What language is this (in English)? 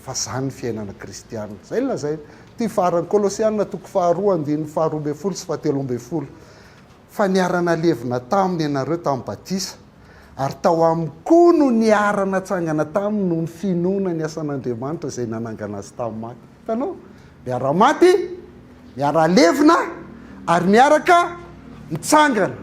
Malagasy